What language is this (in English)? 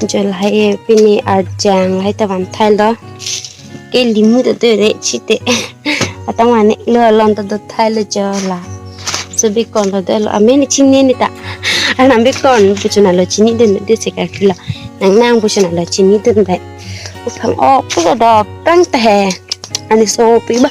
Karbi